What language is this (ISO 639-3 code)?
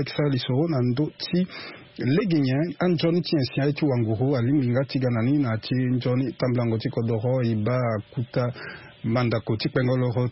sag